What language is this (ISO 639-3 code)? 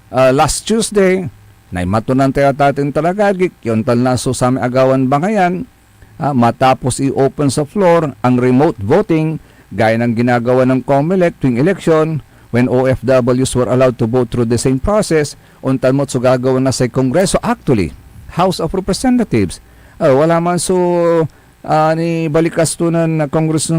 pag